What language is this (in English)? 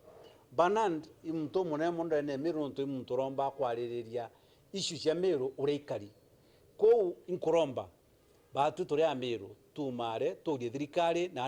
Meru